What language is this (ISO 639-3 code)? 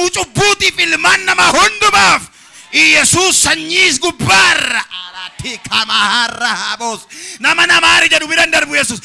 orm